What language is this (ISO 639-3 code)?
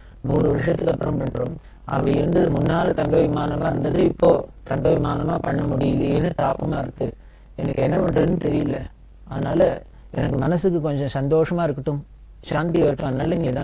tam